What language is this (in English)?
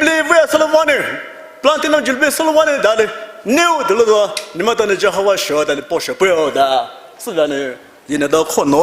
Poumei Naga